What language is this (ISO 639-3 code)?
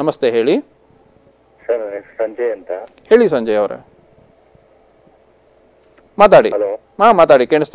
kan